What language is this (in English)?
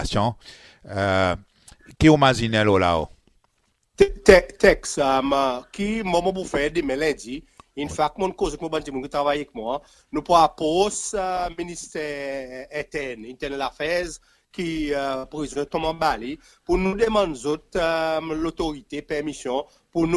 Seselwa Creole French